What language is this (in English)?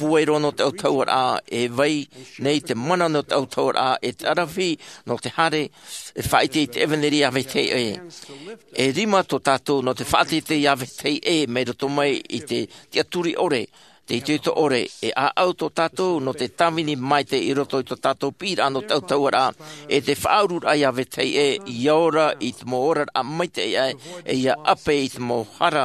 Tahitian